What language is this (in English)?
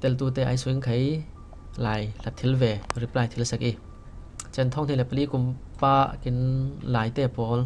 Falam Chin